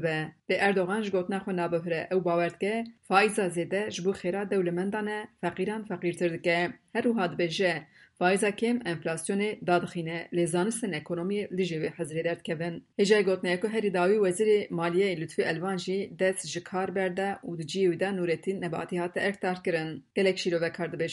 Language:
Kurdish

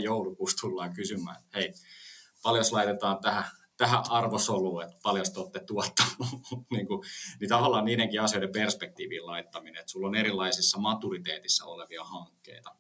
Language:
Finnish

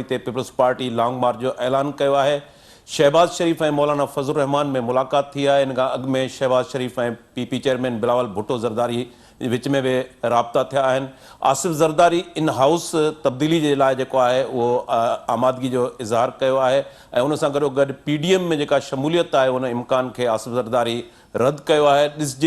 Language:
Sindhi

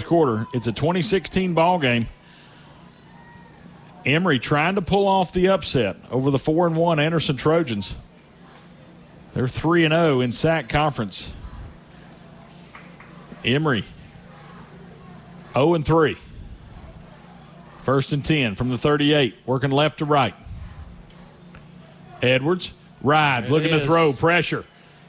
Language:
English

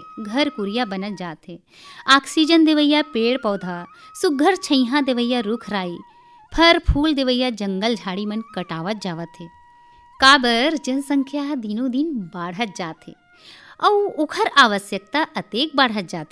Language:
Chhattisgarhi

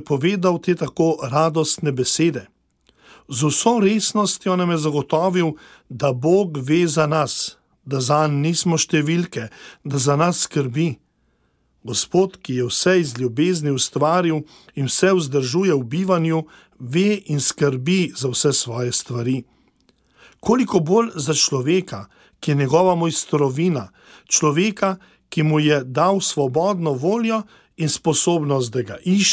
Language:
Slovenian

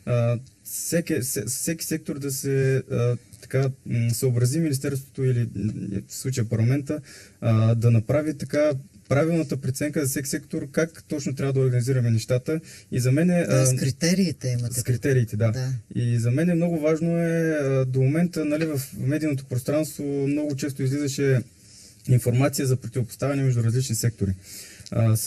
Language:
Bulgarian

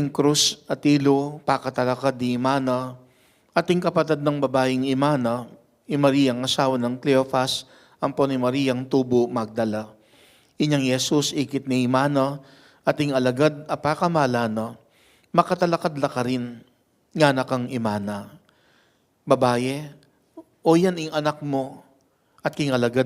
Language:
Pampanga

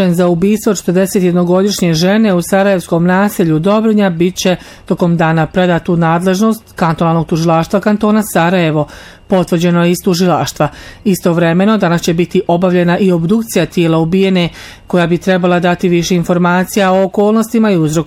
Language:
Bosnian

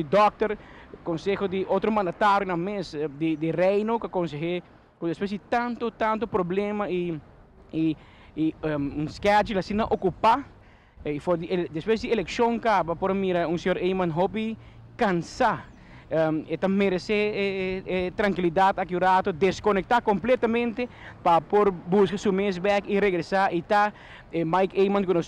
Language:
Papiamento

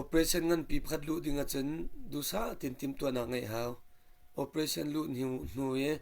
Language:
Hakha Chin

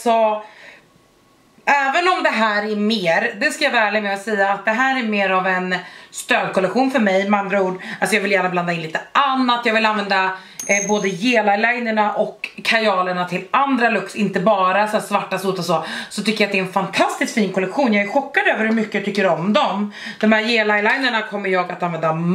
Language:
Swedish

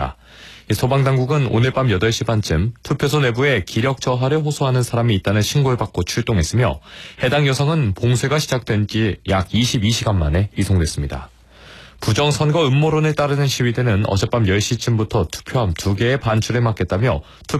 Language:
Korean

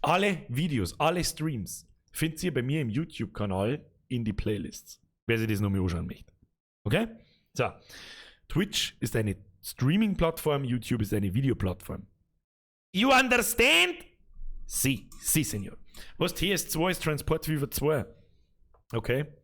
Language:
Bavarian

